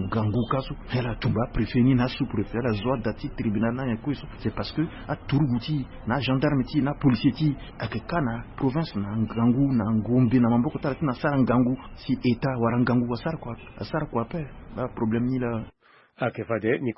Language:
Sango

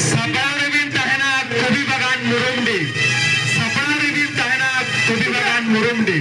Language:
Santali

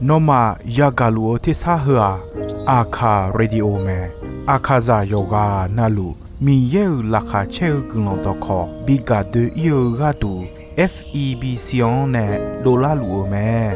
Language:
Akha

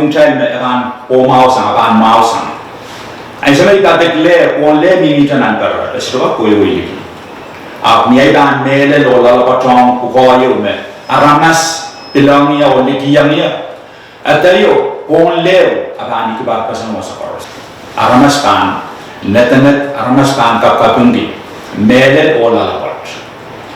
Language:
Pohnpeian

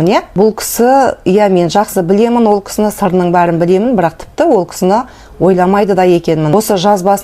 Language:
Kazakh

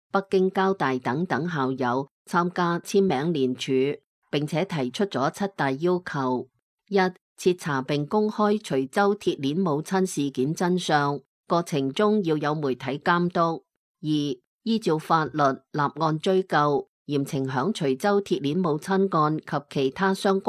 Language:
Cantonese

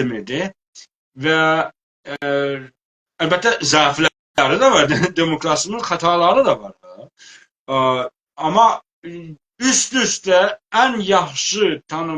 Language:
South Azerbaijani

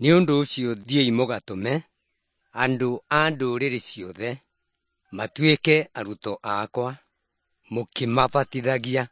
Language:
Kikuyu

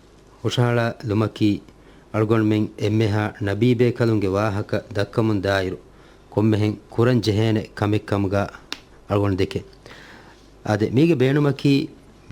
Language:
Divehi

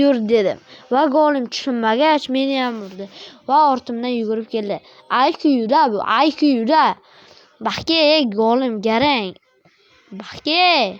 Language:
Uzbek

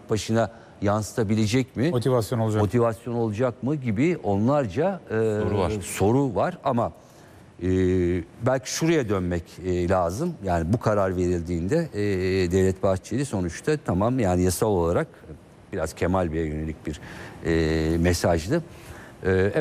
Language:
Turkish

